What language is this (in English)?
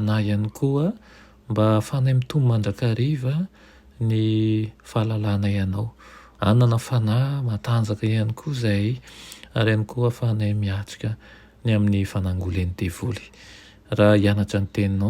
Malagasy